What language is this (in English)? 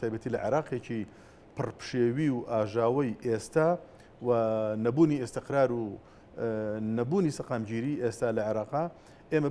Central Kurdish